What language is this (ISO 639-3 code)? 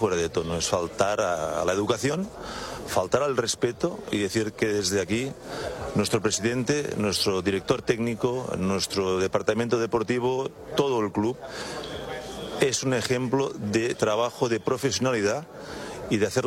spa